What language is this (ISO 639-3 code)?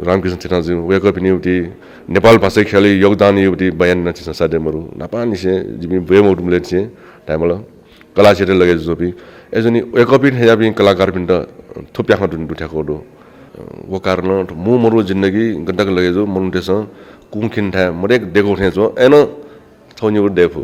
new